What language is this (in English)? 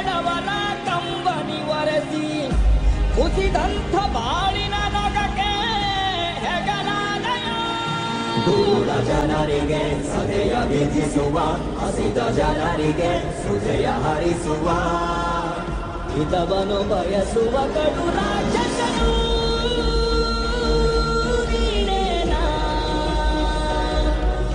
Kannada